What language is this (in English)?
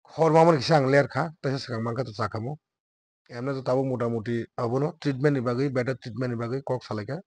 Kok Borok